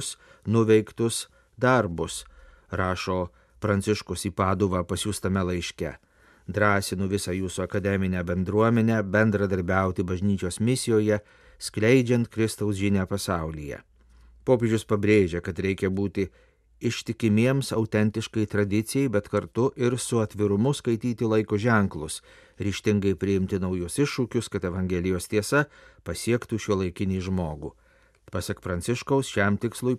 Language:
Lithuanian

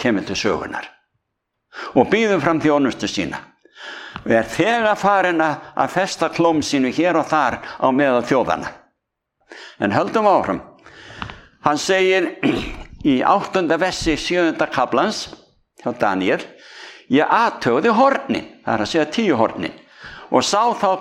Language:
Icelandic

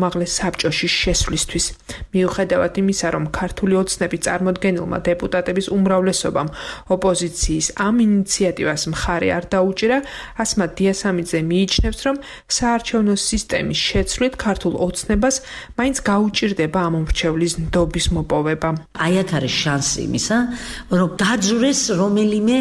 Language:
Georgian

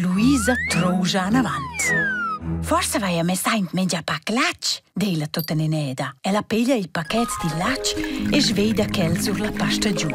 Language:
Romansh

